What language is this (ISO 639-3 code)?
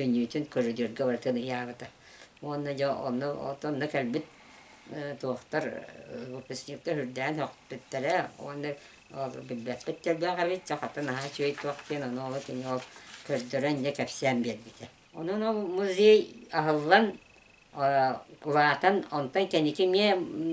sah